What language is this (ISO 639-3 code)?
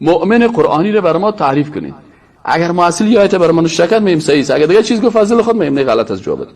fas